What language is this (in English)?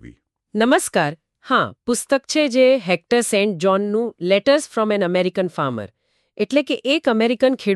Gujarati